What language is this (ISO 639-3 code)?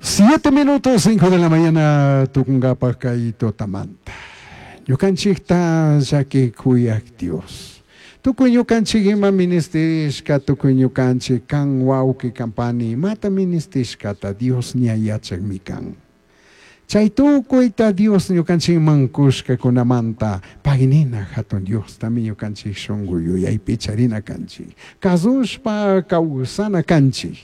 qug